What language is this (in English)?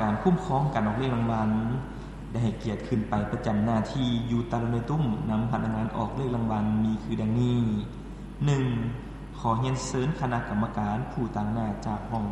Lao